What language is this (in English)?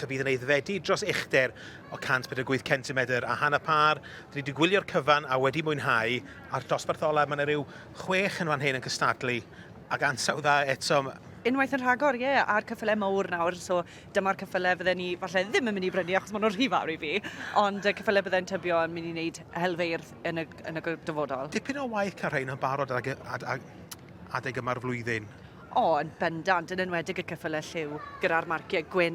Welsh